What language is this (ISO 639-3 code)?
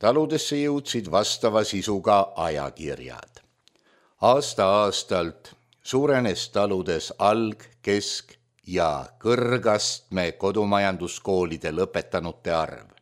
est